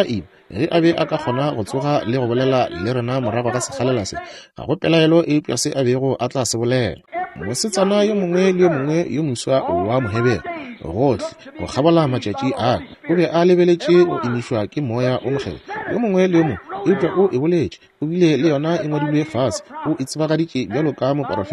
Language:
Northern Sotho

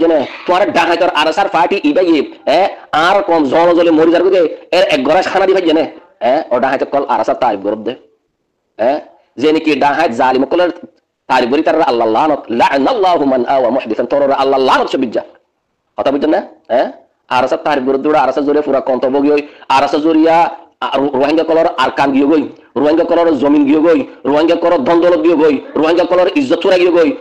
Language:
Rohingya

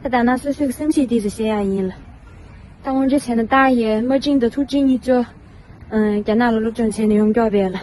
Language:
Tibetan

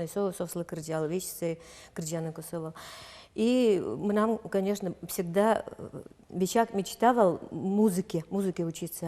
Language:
Udmurt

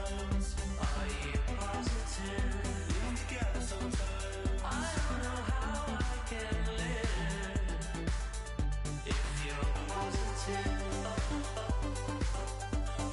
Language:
English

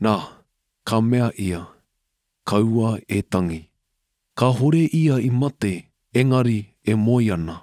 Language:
Māori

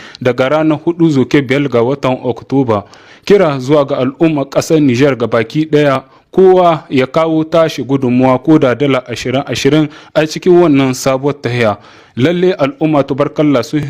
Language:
Hausa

